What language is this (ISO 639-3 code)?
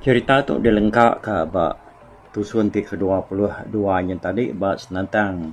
iba